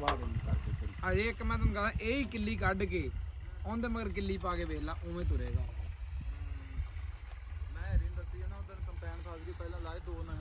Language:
Punjabi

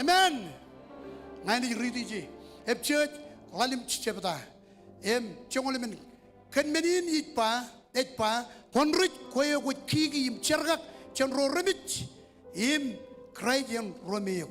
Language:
Marshallese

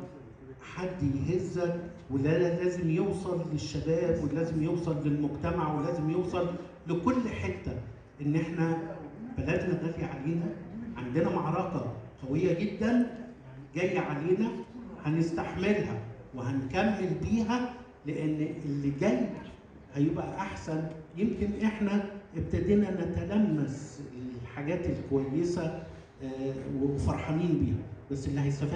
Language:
Egyptian Arabic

